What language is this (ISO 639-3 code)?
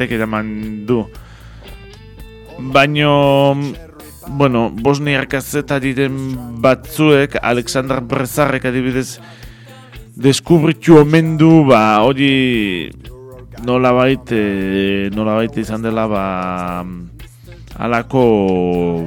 eus